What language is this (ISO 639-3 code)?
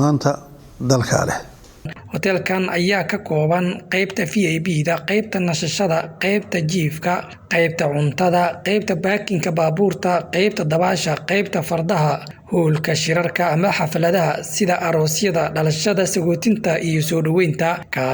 som